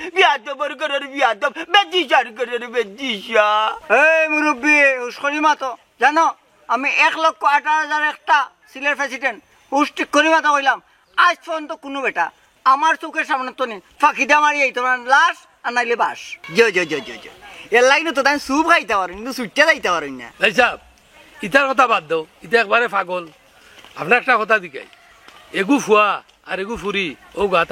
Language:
Sylheti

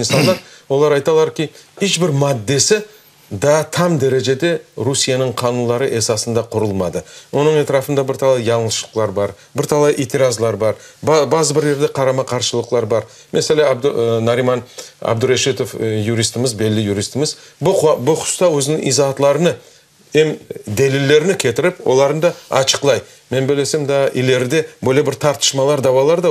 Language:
Crimean Tatar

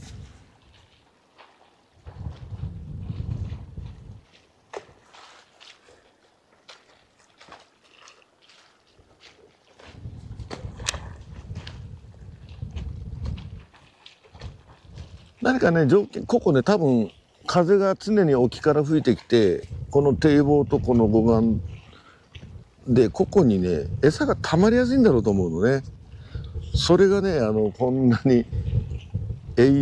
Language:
Japanese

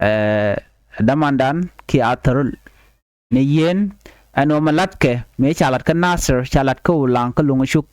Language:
Nuer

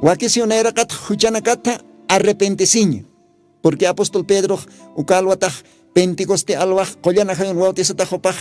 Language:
Aymara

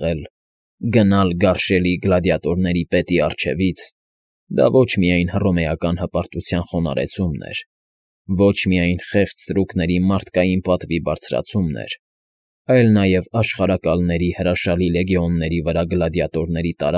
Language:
Armenian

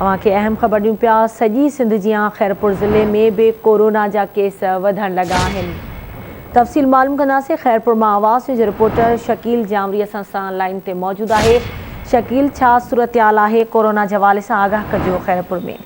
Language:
Sindhi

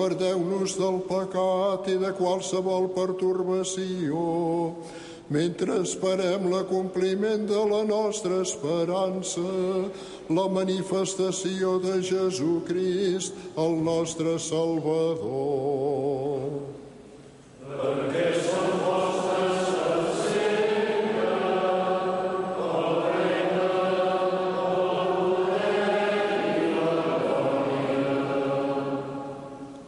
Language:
Catalan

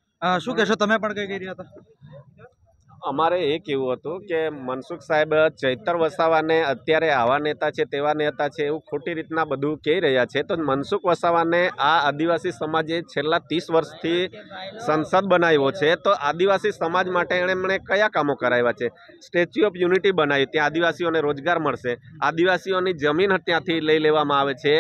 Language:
Gujarati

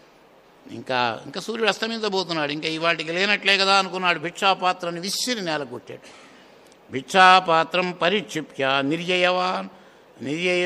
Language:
Telugu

